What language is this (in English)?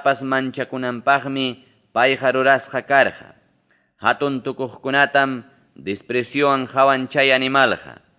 Ayacucho Quechua